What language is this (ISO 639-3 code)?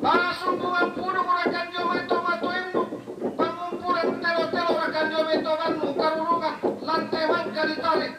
sda